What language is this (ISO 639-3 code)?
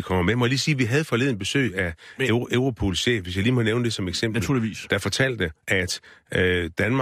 dan